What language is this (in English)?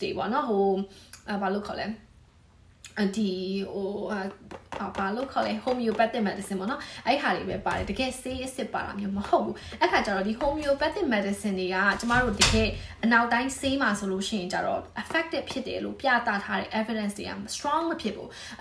Burmese